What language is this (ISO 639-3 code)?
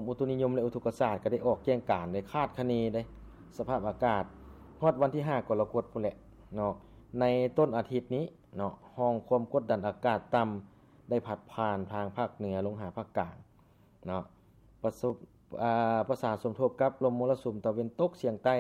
lao